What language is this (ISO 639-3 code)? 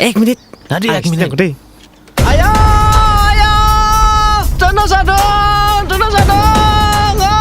dis